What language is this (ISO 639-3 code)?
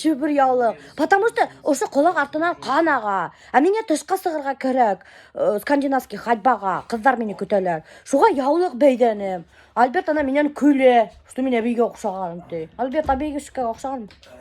bak